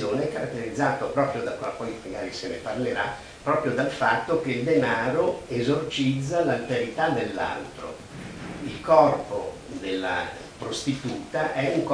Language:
Italian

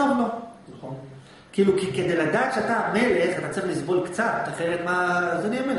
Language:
Hebrew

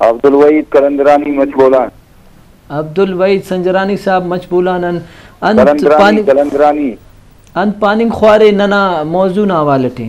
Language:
Brahui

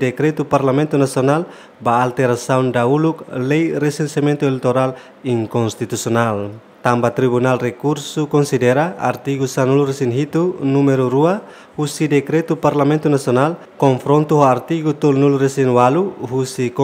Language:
Tetum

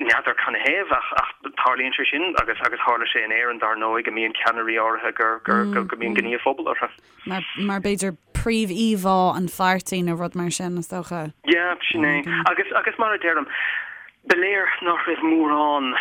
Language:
Irish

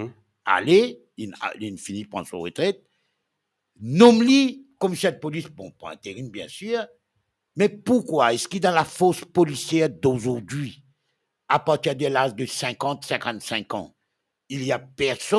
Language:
Morisyen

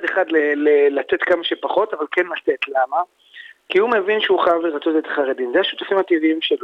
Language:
Hebrew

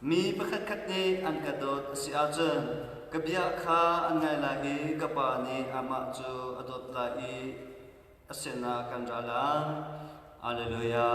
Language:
Hakha Chin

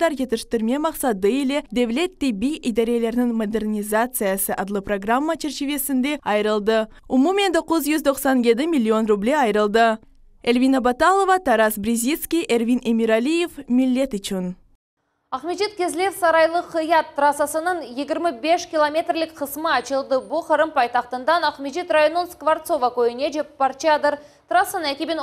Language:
Crimean Tatar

